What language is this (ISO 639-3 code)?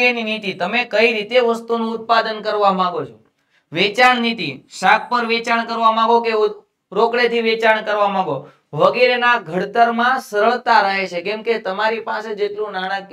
guj